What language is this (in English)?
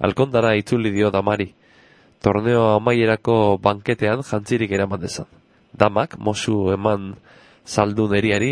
Basque